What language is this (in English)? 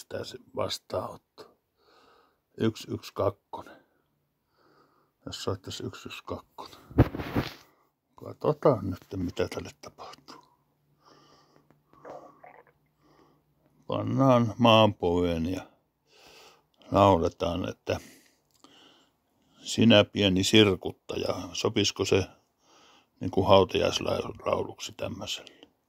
Finnish